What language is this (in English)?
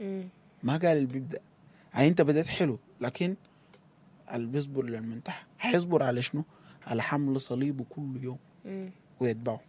Sudanese Arabic